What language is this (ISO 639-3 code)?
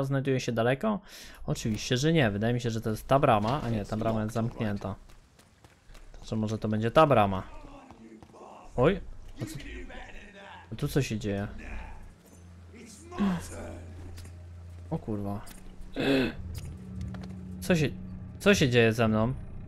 pol